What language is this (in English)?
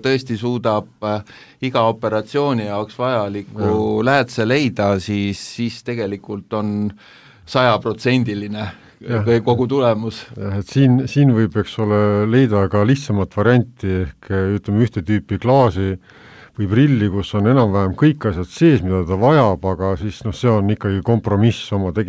Estonian